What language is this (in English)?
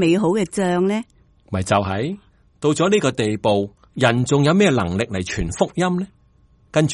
Cantonese